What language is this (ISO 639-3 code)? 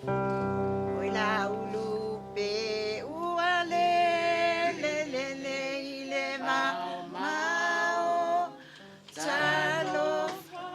smo